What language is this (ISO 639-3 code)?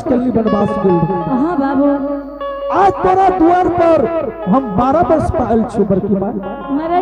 anp